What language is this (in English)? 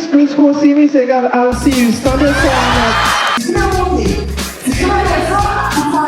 Haitian Creole